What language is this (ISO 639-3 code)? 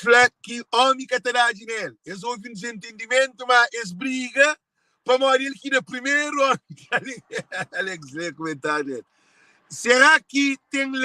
kea